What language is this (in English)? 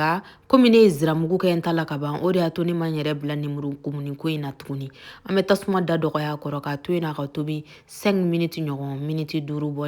Bambara